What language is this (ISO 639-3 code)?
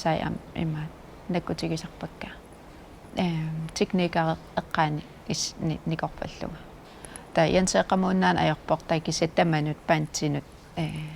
kal